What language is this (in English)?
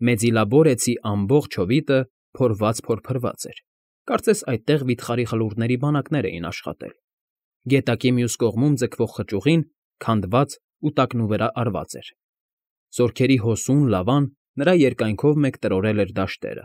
Armenian